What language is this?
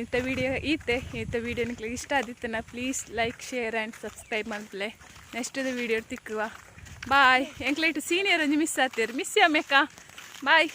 Tulu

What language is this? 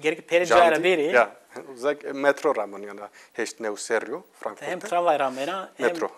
Zaza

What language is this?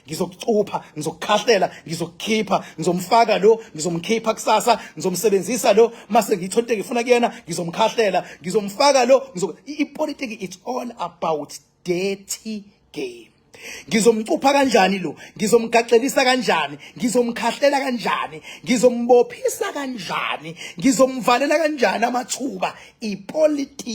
Zulu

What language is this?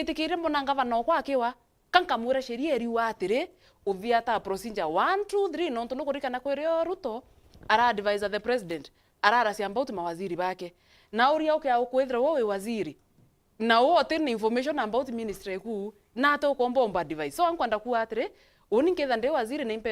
Meru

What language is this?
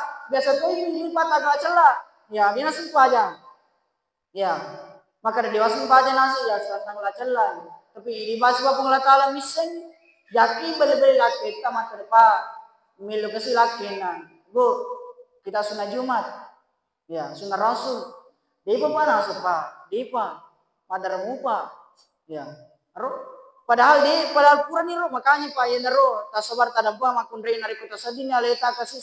Buginese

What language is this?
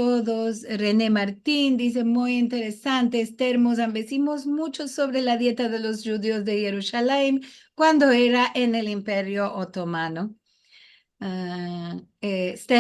Ladino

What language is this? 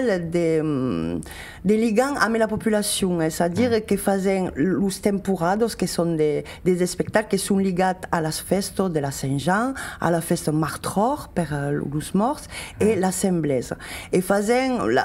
Occitan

